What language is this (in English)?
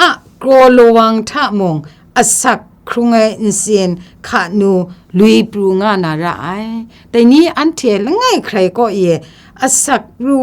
Kachin